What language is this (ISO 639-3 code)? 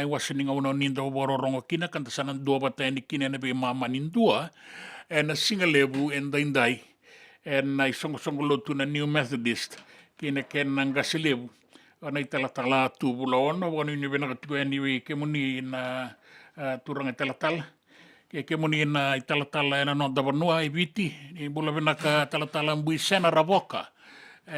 fij